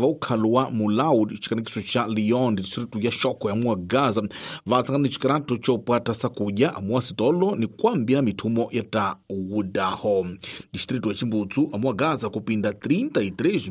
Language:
Tsonga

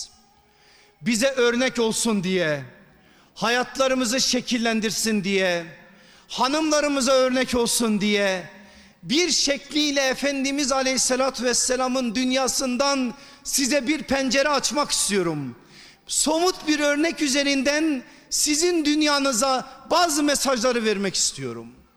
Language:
Turkish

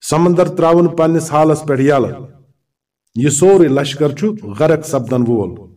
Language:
Kashmiri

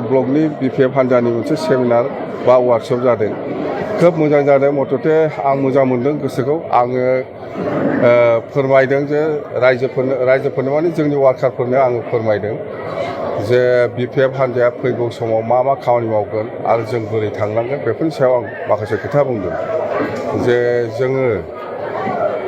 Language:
Bodo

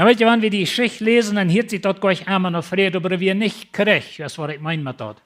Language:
Plautdietsch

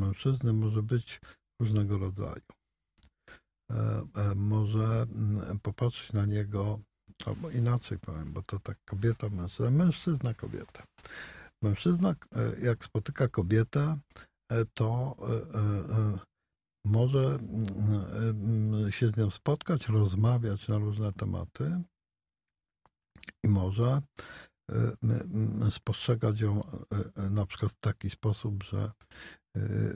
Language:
Polish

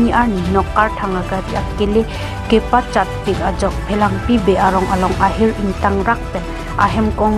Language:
Karbi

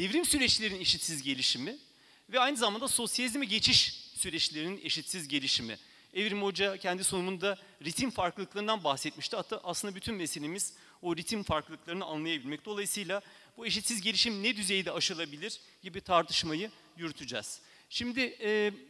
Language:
Turkish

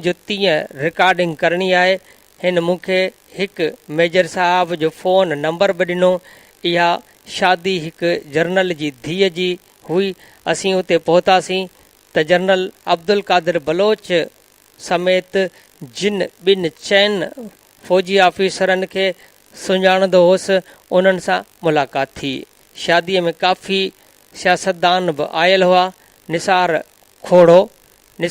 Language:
Sindhi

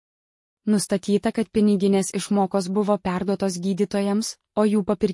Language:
Lithuanian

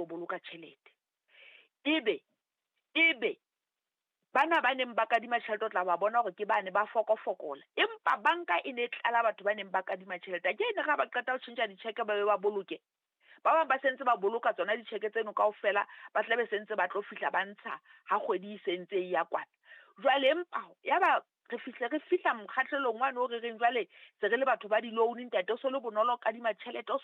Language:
Southern Sotho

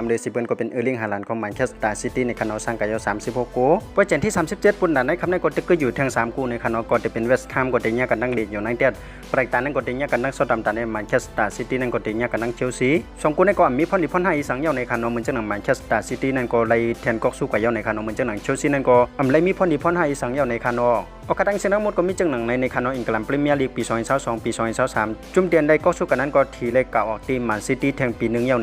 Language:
Shan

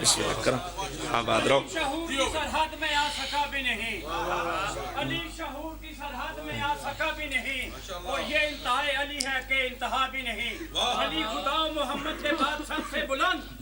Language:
Pahari-Potwari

